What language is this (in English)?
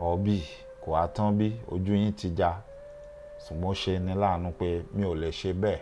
Yoruba